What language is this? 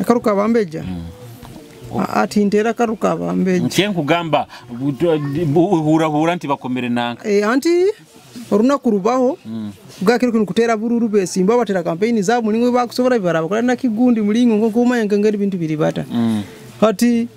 Nyoro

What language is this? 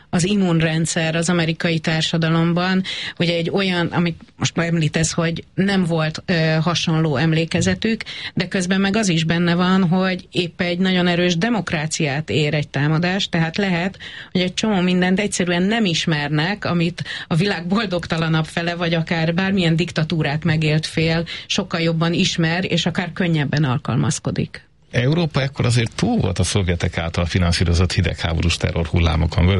Hungarian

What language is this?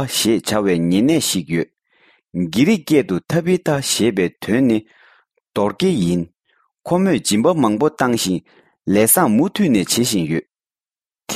Tibetan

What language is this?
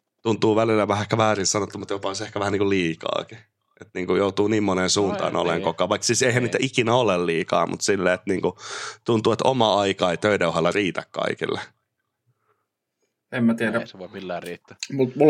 Finnish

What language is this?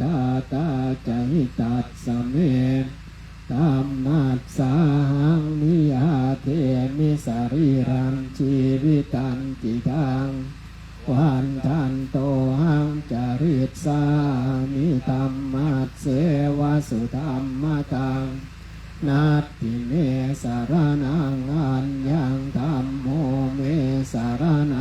Pali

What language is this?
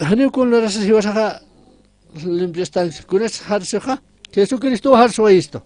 Aymara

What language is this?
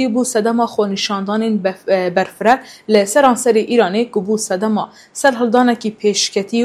Kurdish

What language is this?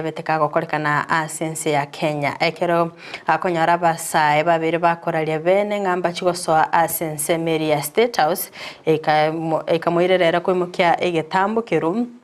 Gusii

